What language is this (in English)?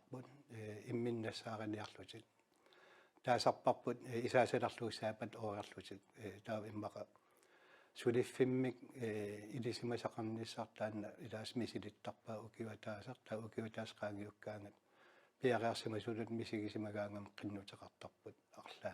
Kalaallisut